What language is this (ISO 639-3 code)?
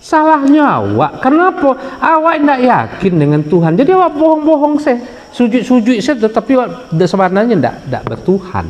min